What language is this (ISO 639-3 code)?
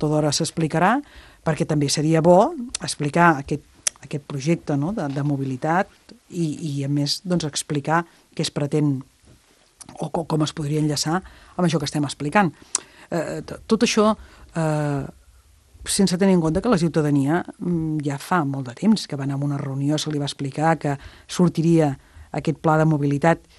cat